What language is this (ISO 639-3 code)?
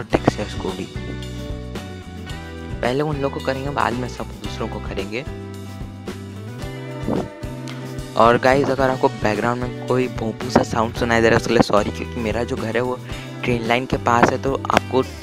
hin